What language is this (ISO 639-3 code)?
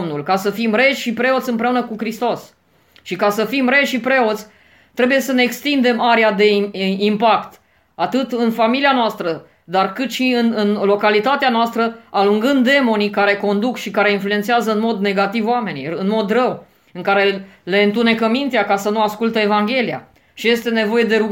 ron